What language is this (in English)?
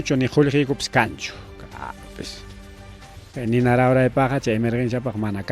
Ayacucho Quechua